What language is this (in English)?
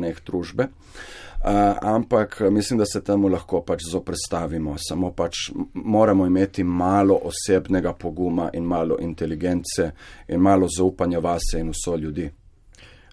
Slovenian